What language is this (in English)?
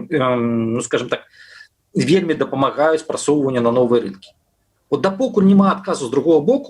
Belarusian